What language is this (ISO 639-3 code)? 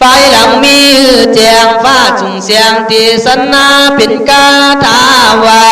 kkh